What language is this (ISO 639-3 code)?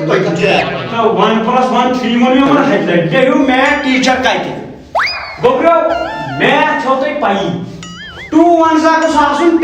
kas